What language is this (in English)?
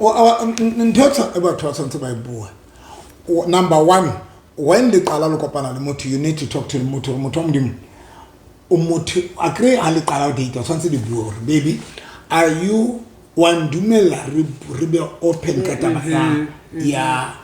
Southern Sotho